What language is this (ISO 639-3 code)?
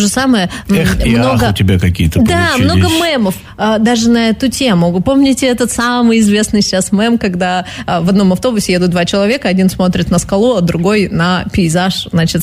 rus